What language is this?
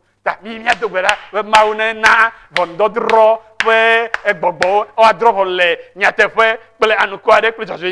Ewe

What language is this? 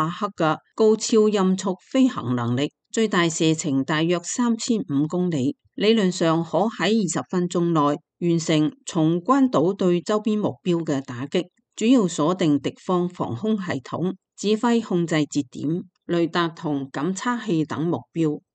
Cantonese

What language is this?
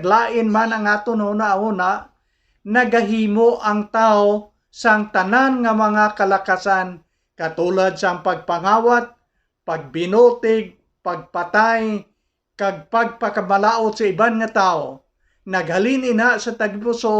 Hiligaynon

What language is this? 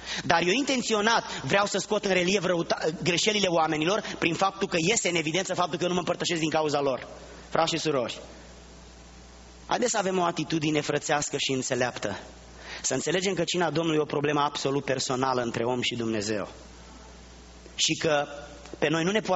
Romanian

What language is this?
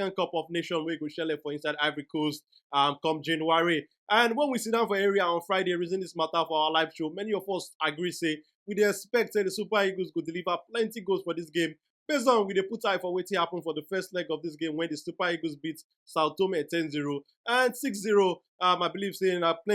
Nigerian Pidgin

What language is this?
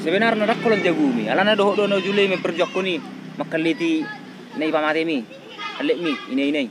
Batak Toba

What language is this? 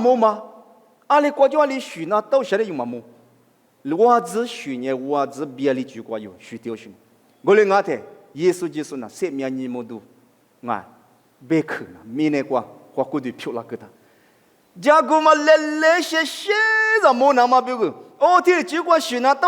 Lisu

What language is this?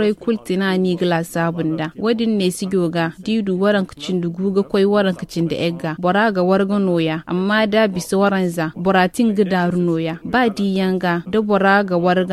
Zarma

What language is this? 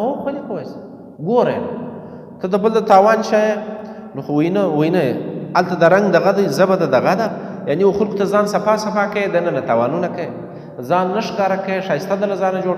Pashto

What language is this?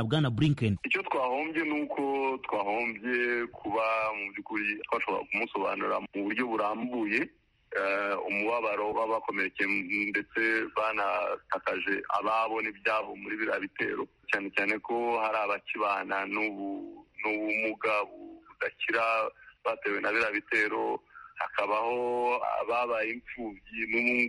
Kinyarwanda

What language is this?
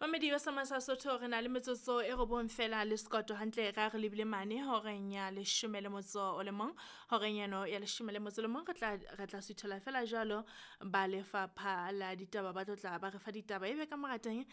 Southern Sotho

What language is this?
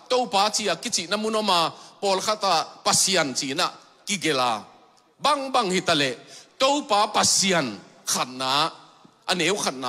Tedim Chin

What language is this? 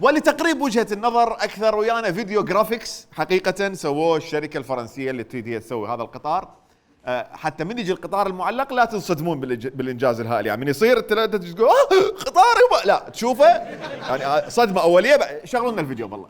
Mesopotamian Arabic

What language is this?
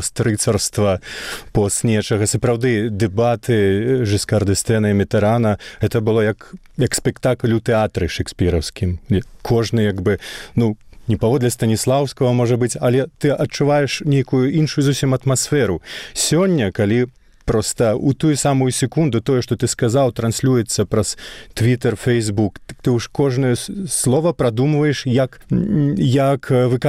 Belarusian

